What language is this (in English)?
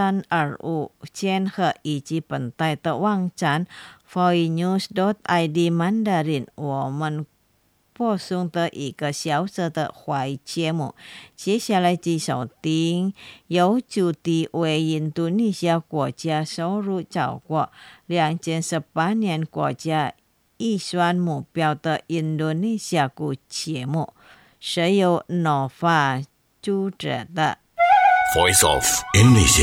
Chinese